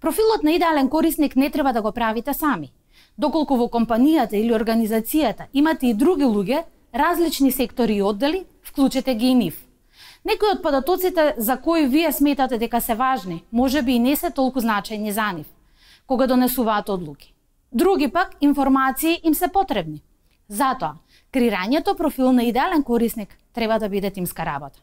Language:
Macedonian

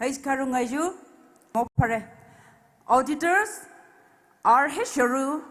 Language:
Poumei Naga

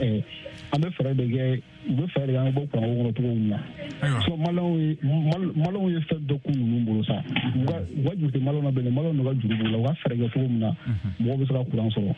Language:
Bambara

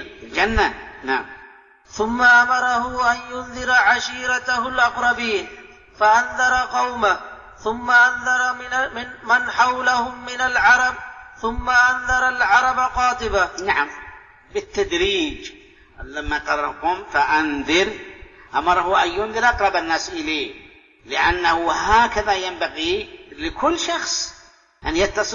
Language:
Arabic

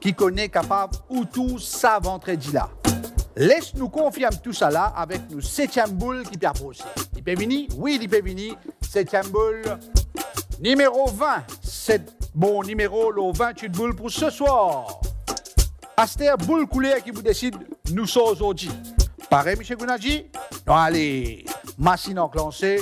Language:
Morisyen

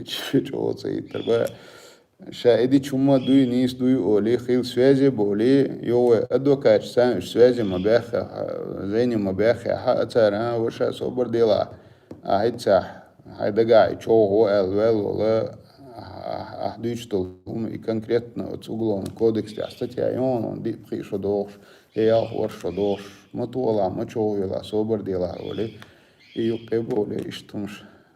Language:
Chechen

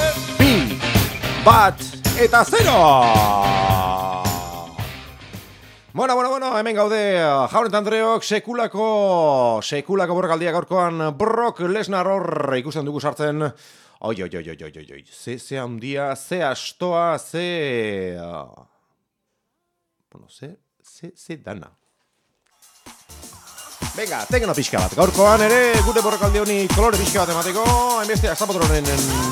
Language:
Basque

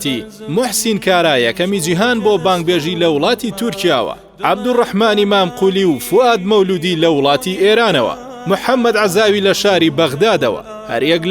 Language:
Central Kurdish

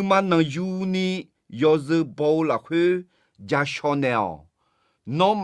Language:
Akha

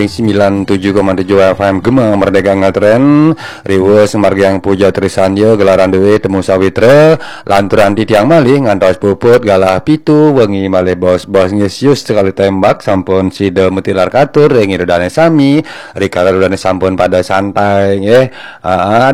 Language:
Balinese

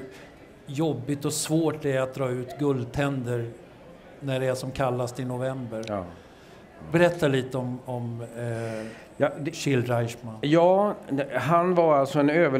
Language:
Swedish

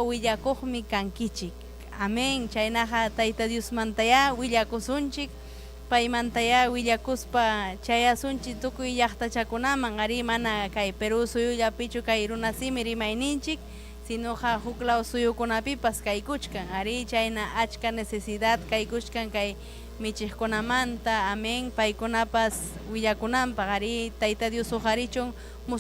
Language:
Ayacucho Quechua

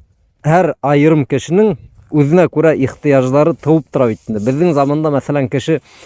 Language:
Bashkir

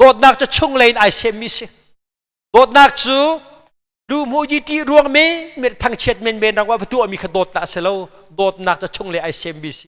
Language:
Hakha Chin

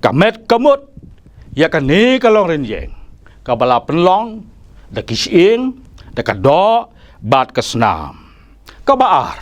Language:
Khasi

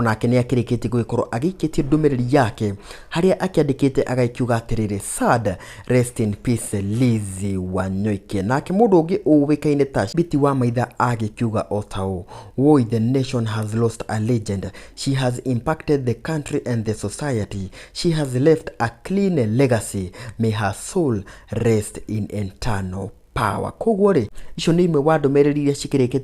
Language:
Kikuyu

